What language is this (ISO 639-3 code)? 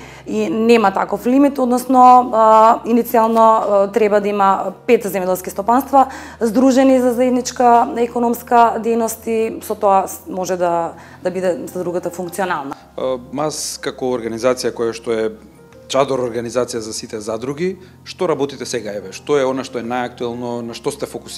mkd